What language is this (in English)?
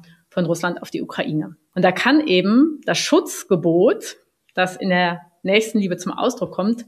German